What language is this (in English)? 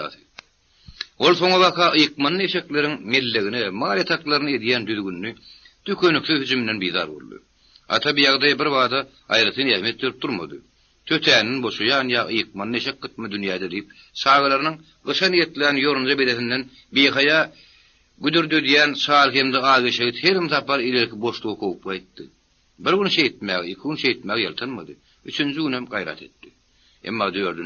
Turkmen